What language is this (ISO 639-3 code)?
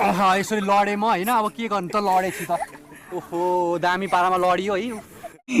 nep